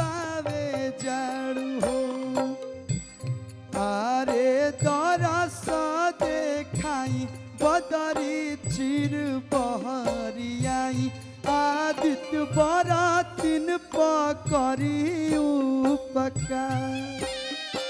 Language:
Bhojpuri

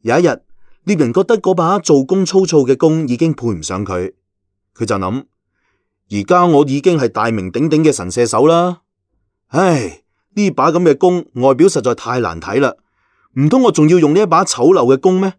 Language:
Cantonese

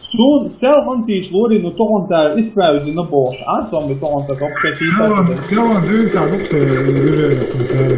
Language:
Chechen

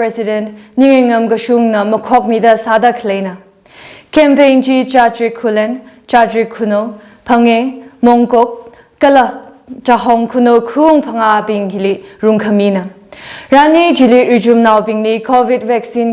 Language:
Tangkhul Naga (India)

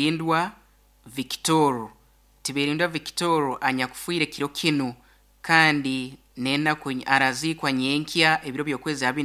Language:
Nyankole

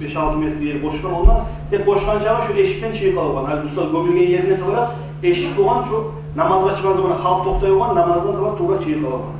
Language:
Kumyk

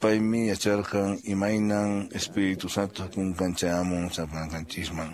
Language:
Quechua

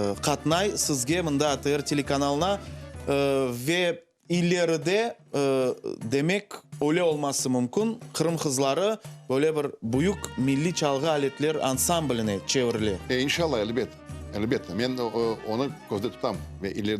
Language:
Crimean Tatar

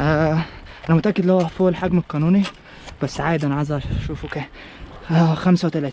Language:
Egyptian Arabic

